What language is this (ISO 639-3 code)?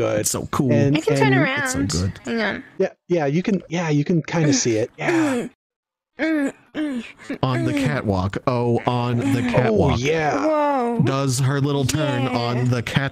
eng